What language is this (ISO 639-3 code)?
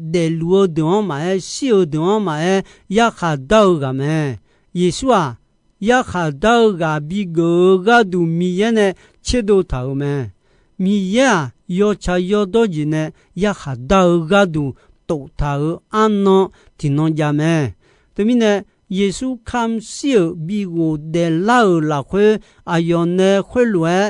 ahk